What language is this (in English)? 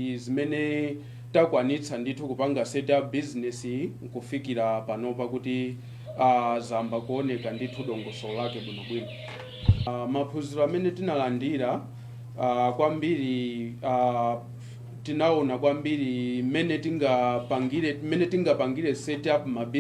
Nyanja